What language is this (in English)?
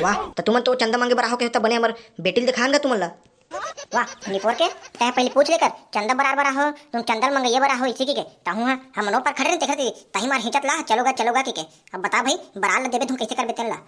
Chhattisgarhi